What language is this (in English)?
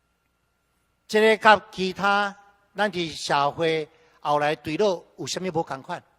Min Nan Chinese